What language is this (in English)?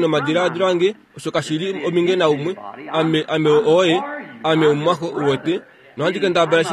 Kuanyama